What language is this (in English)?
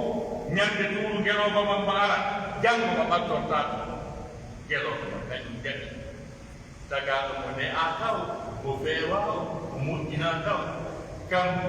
Pular